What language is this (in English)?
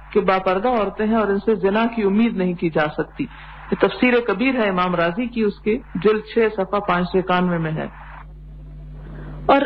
Urdu